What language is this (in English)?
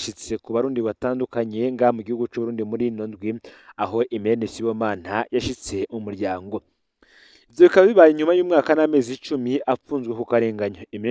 Rundi